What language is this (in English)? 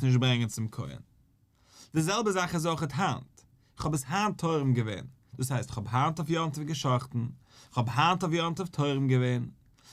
Yiddish